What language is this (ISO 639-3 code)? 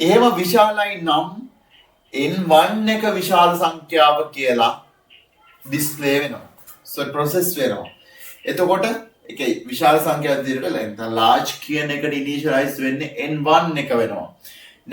sin